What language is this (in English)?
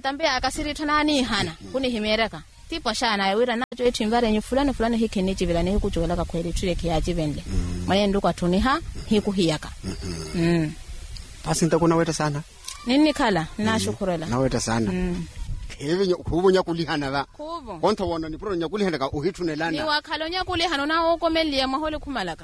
Swahili